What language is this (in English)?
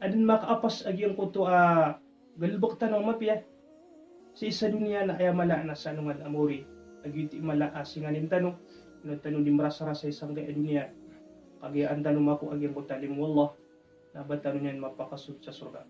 Maranao